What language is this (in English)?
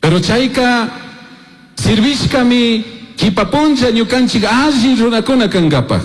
Chimborazo Highland Quichua